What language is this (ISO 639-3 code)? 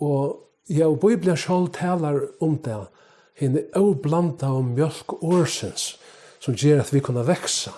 fao